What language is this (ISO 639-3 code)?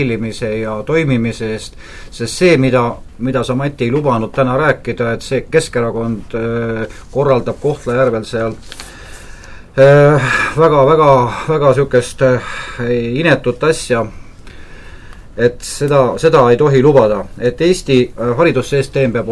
est